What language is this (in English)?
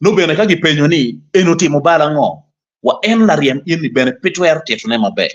Acoli